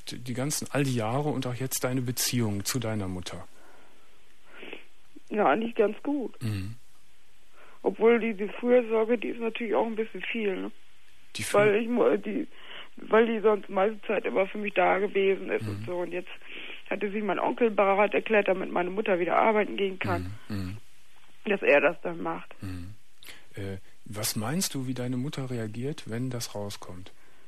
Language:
German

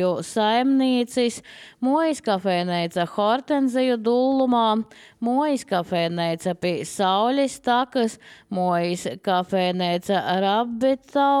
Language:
Latvian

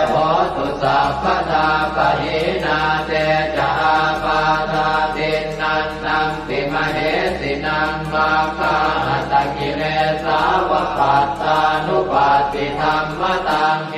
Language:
Pali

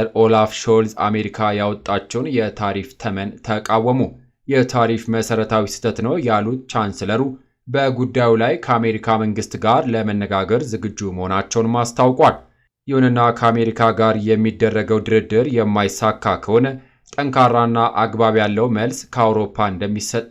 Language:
Amharic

